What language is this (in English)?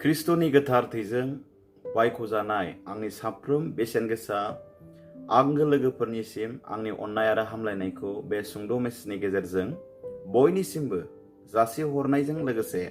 Bodo